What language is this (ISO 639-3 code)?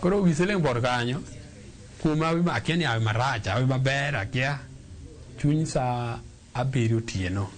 luo